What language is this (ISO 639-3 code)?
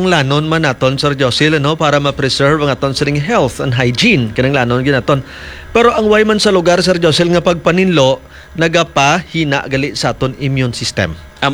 hil